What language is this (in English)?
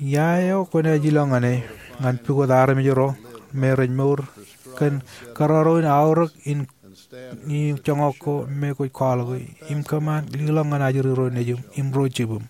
Marshallese